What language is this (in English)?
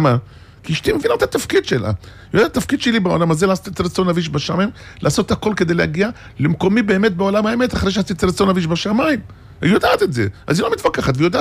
Hebrew